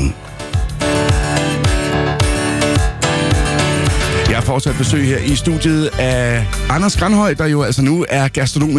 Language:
Danish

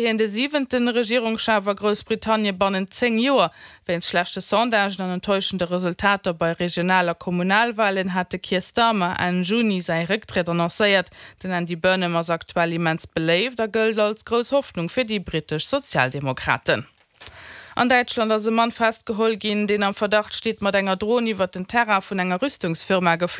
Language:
Luxembourgish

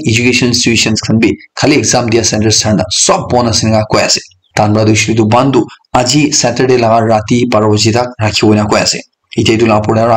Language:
Naga Pidgin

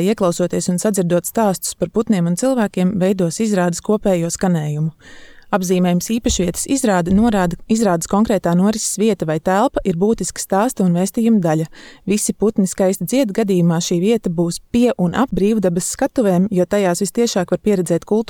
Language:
Latvian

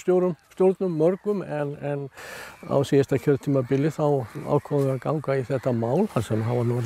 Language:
Icelandic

